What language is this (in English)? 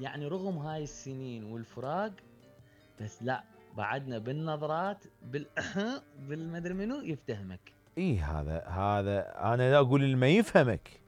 Mesopotamian Arabic